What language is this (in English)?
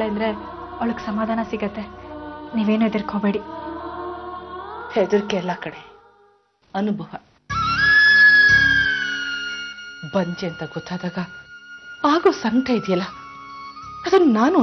Kannada